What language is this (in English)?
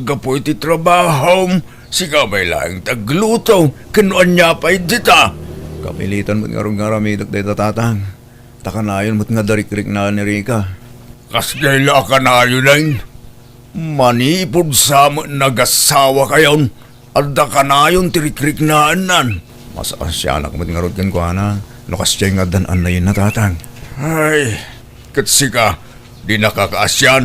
Iloko